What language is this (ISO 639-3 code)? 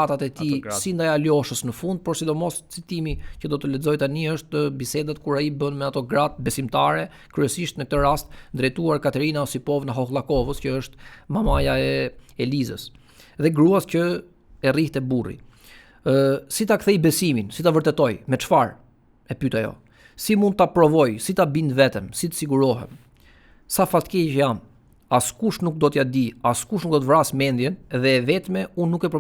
sqi